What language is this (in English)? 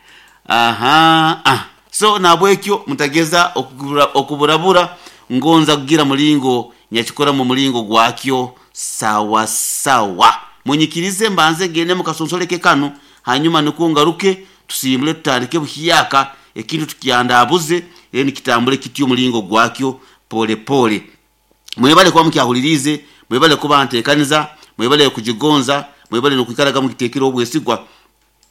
Nyoro